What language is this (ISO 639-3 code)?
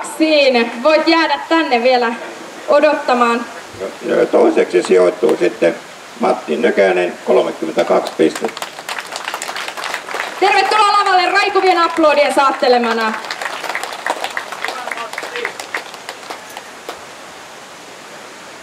fin